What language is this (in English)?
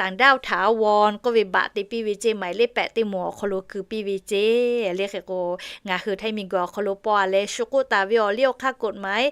Lahu